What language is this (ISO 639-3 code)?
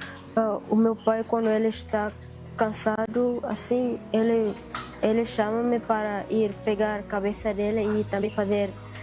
tet